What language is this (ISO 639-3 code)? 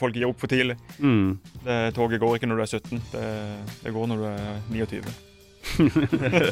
nor